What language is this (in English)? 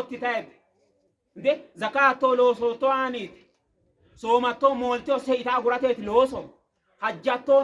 Sidamo